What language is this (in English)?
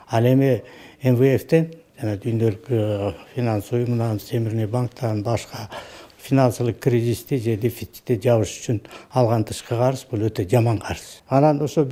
Kyrgyz